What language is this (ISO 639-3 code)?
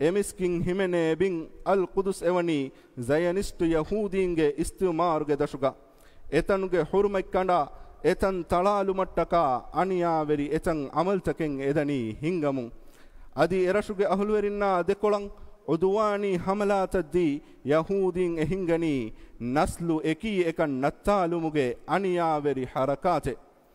div